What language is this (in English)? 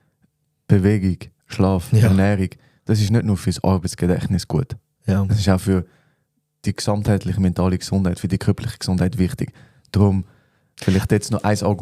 Swiss German